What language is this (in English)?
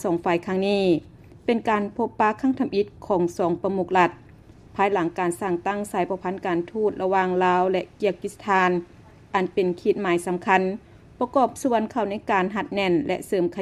Lao